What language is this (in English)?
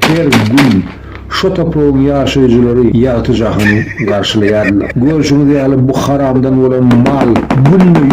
Turkmen